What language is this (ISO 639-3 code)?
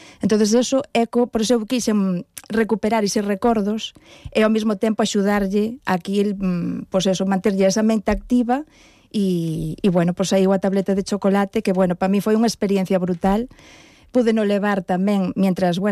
glg